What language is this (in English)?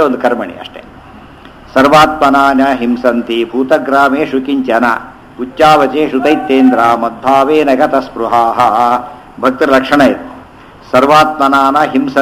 Kannada